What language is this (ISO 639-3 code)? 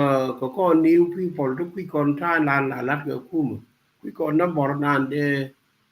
nus